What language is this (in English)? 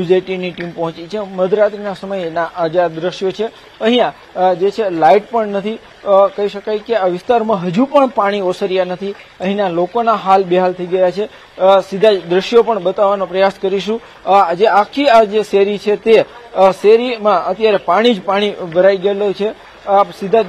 Gujarati